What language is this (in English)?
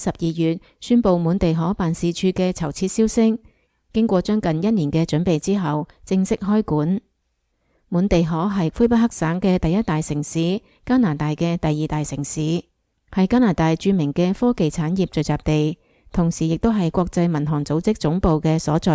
Cantonese